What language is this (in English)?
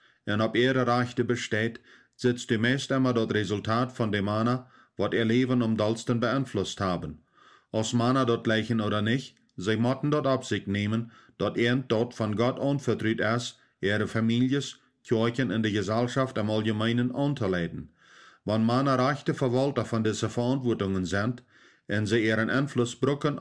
Plautdietsch